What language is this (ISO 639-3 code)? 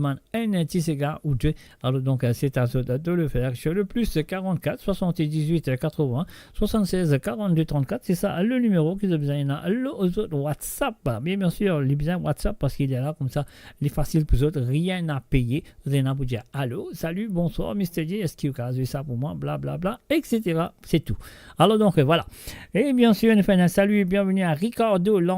mfe